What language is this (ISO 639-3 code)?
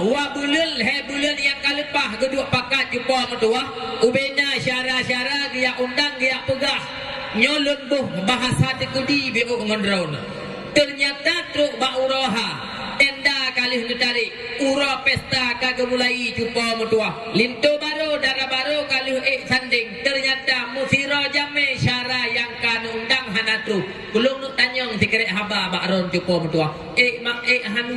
ace